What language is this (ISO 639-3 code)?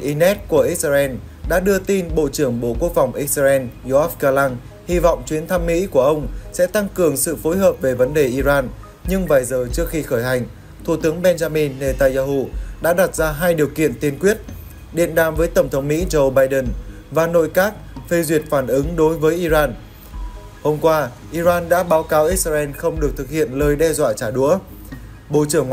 vie